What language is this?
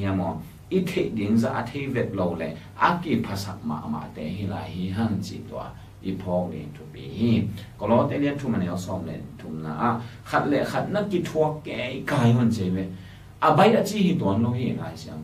Tedim Chin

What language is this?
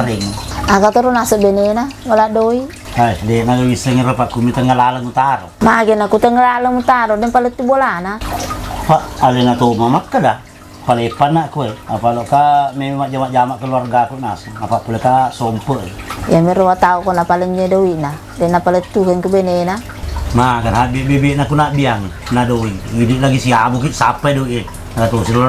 Buginese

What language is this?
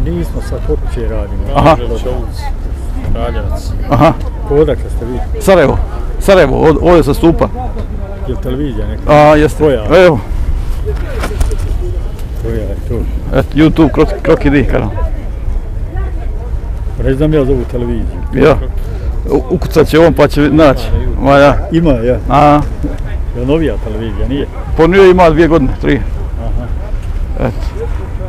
Bosnian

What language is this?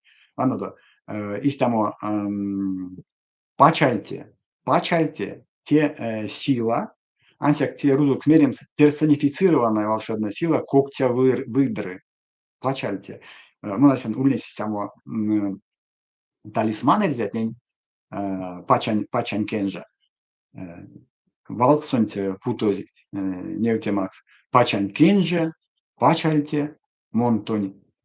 Erzya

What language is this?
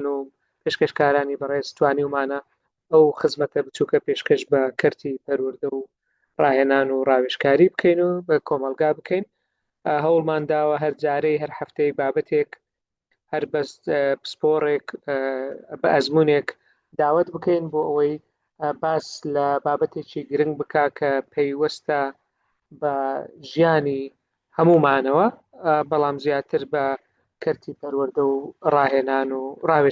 Central Kurdish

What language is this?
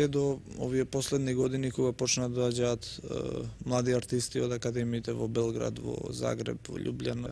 Macedonian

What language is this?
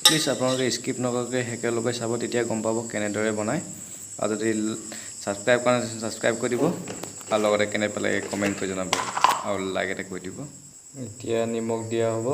Assamese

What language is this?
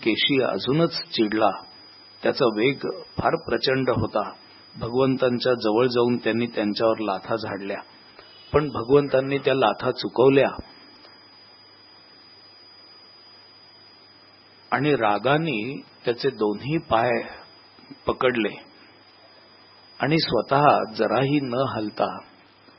Marathi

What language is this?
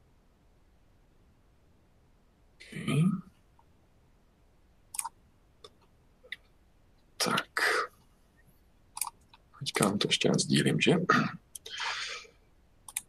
Czech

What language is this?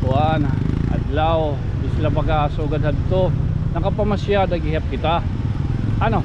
Waray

